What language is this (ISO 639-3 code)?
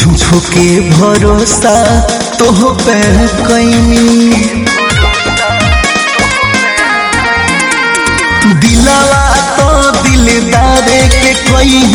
bho